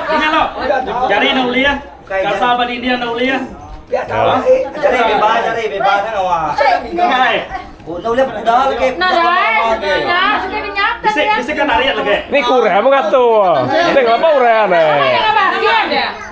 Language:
Iban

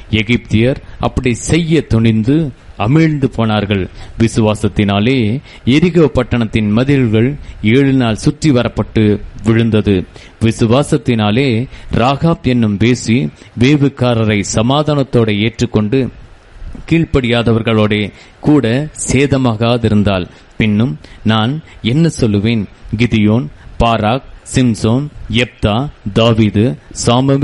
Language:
Tamil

